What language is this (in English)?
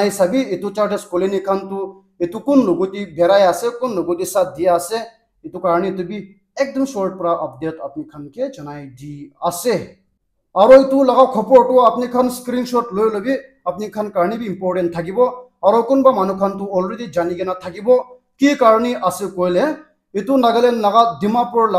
Naga Pidgin